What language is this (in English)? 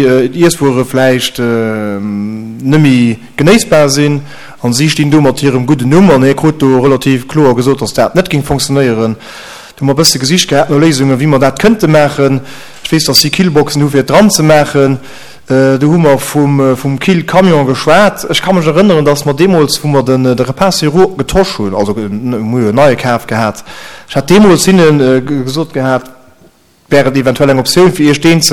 Luxembourgish